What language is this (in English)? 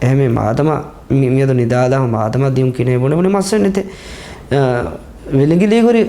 Divehi